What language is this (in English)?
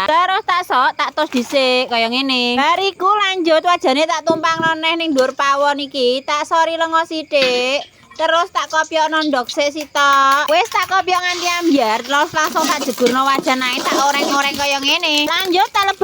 Javanese